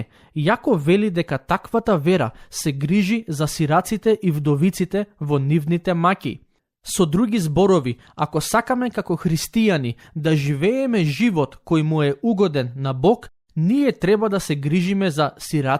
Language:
Macedonian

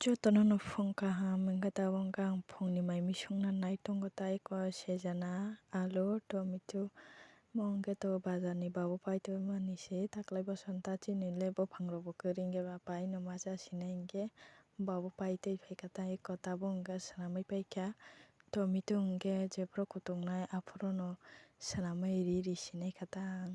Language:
Kok Borok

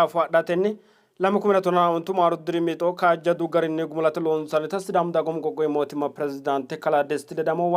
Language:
Sidamo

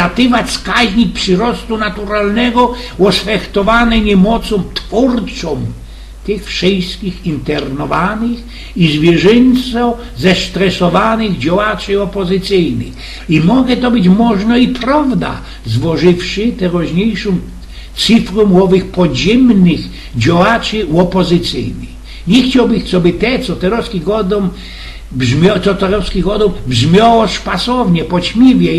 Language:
Silesian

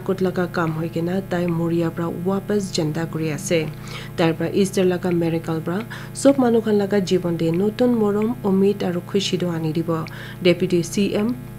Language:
Naga Pidgin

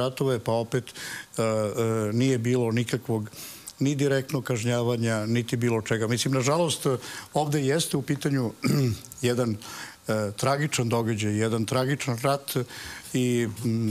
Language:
Serbian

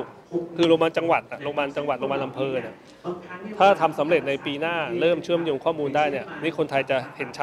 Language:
Thai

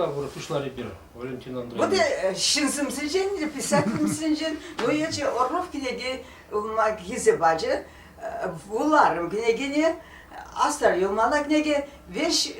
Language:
Chuvash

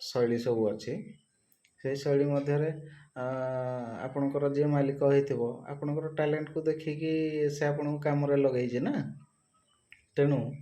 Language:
Odia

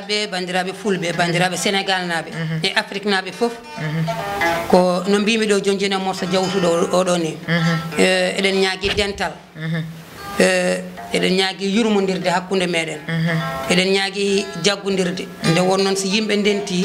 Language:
Fula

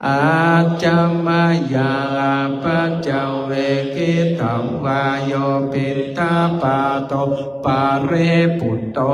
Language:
Pali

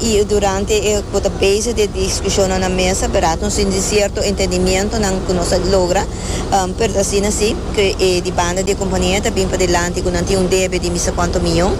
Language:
Papiamento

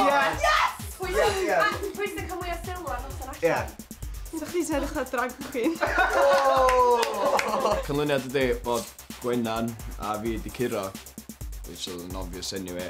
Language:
Welsh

